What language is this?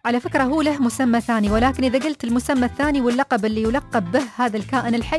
Arabic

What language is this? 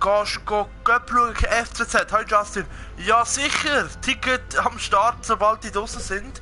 Swiss German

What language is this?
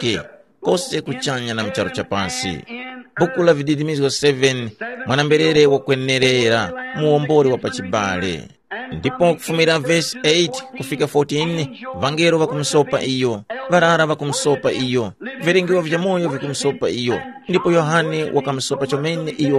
Tumbuka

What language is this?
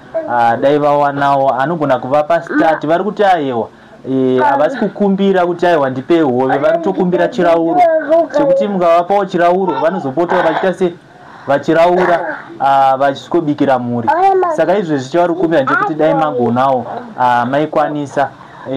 Shona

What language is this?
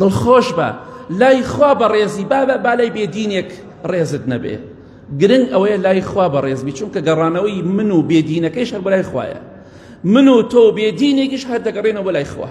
Central Kurdish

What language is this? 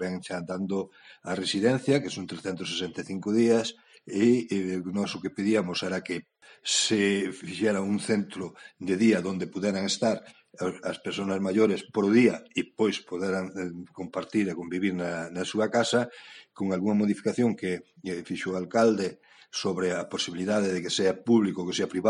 Galician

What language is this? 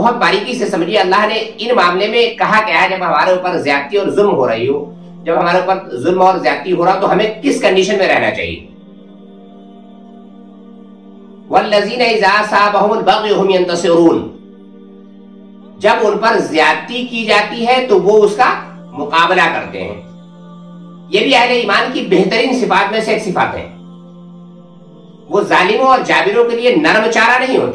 Urdu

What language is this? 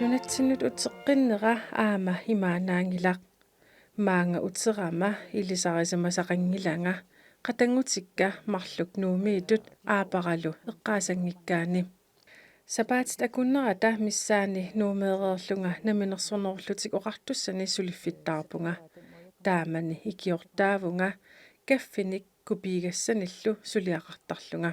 Kalaallisut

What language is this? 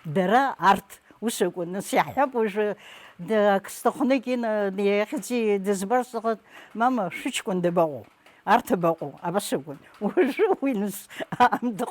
Abkhazian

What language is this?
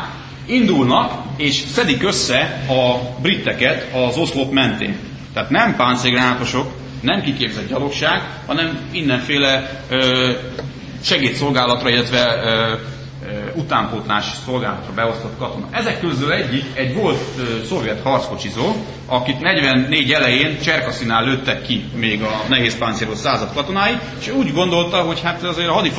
Hungarian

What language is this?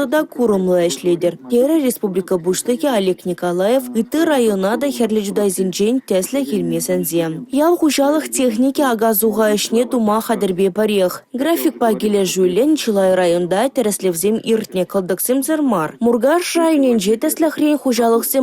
Chuvash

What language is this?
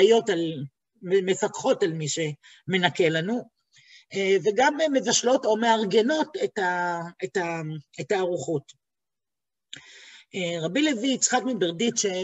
Hebrew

